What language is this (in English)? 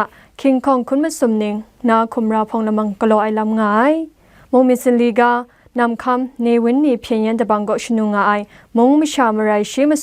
Kachin